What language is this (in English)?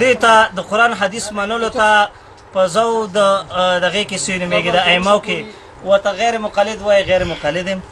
Pashto